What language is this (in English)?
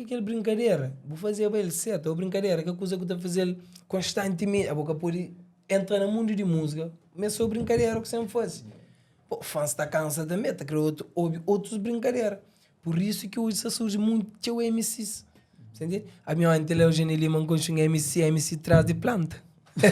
Kabuverdianu